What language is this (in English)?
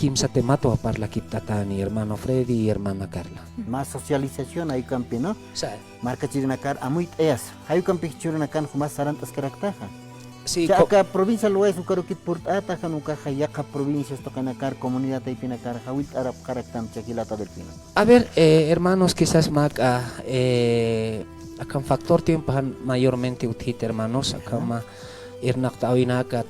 Aymara